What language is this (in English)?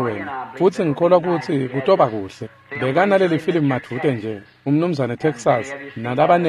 Swati